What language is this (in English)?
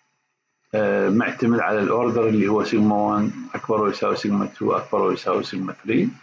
Mesopotamian Arabic